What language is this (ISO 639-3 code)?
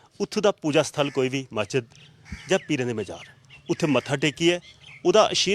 doi